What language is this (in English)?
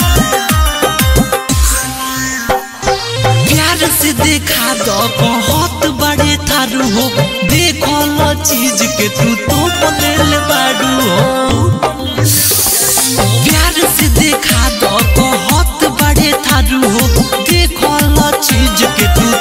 Bhojpuri